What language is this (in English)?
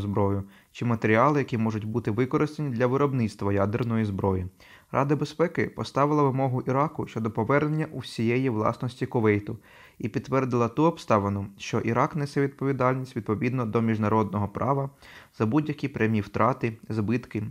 Ukrainian